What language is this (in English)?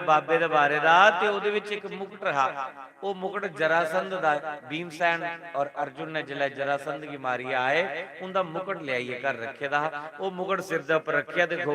Dogri